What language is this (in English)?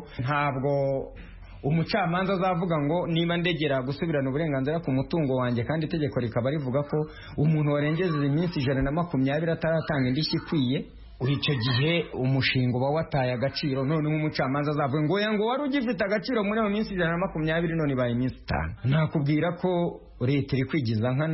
Kinyarwanda